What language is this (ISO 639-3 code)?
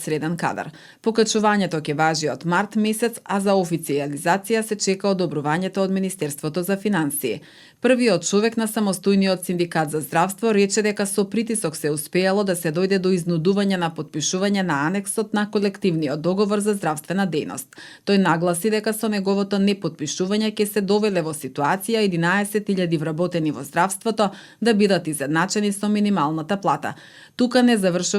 mkd